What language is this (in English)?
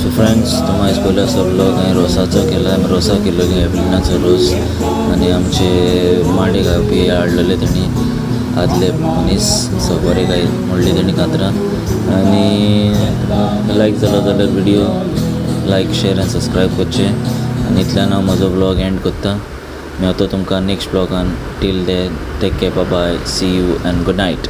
Konkani